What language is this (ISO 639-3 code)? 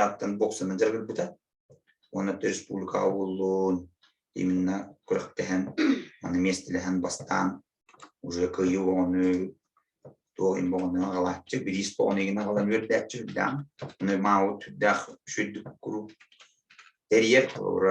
sah